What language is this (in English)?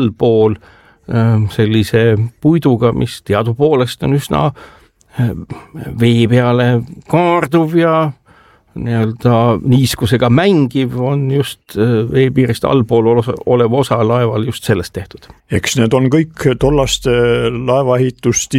Estonian